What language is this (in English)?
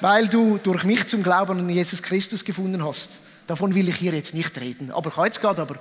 Swiss German